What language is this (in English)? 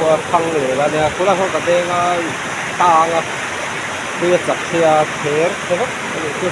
Mizo